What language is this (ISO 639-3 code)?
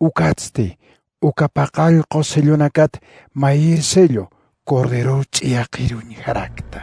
aym